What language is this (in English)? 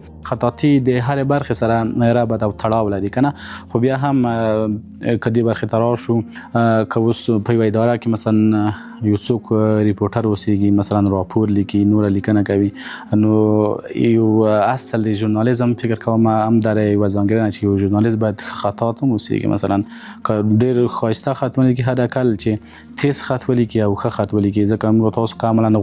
Pashto